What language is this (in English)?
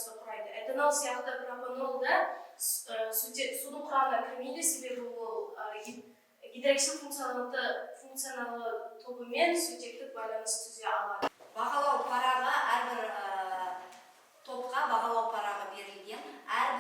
Kazakh